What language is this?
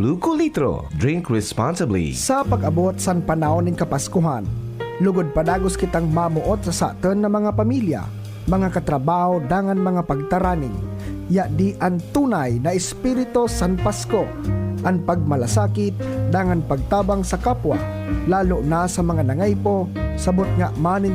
Bikol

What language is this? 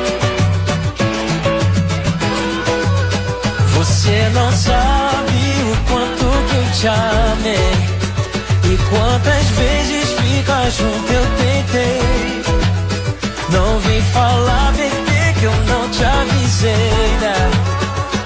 Portuguese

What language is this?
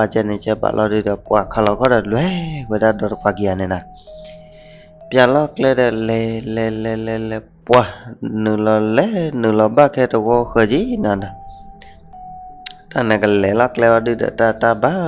S'gaw Karen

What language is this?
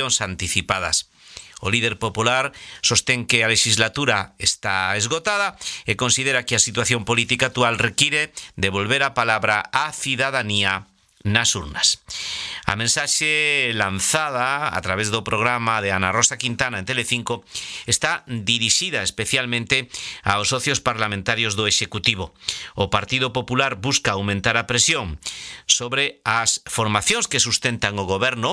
Galician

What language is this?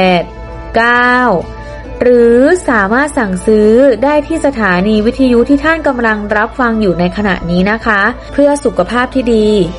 Thai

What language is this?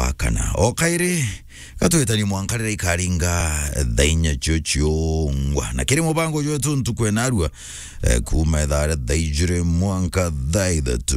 Meru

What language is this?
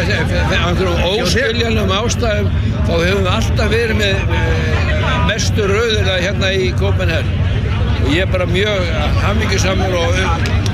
Icelandic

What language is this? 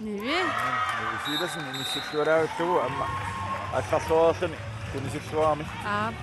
Kalaallisut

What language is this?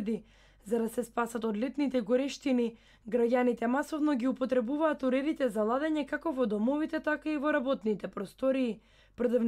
Macedonian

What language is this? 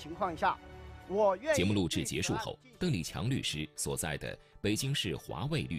Chinese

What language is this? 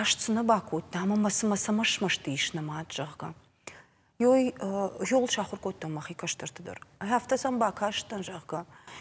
Ossetic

